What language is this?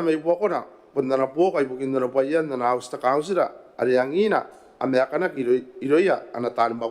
Gilbertese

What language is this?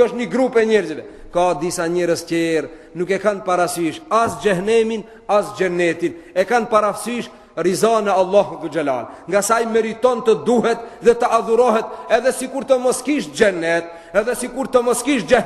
Albanian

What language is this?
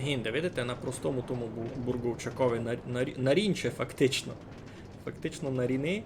Rusyn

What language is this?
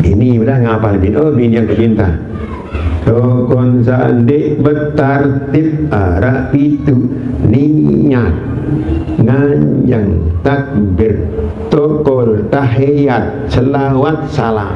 Sasak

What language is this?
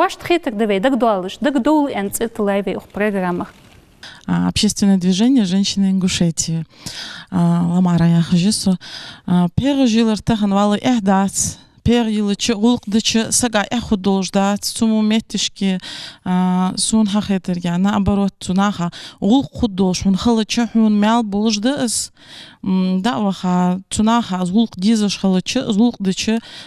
Ingush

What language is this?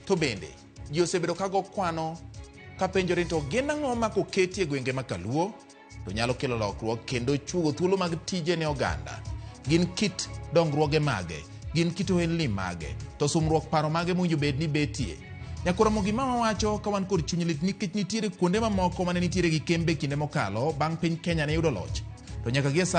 Luo (Kenya and Tanzania)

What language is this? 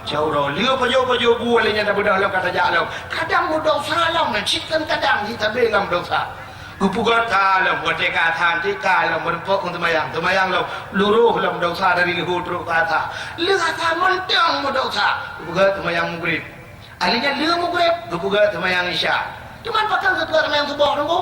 Achinese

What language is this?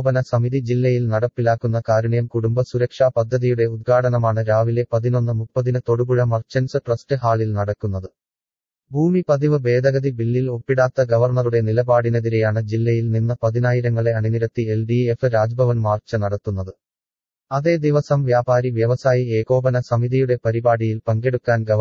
Malayalam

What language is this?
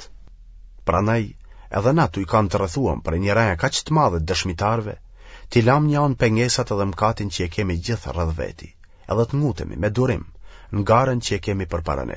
Albanian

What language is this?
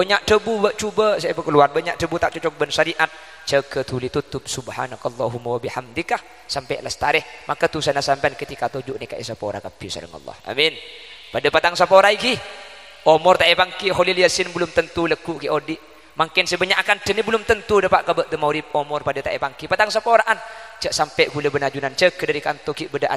Madurese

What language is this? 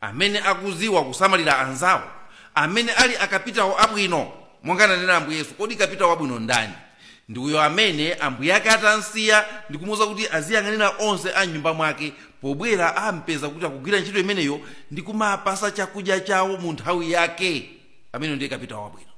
Nyanja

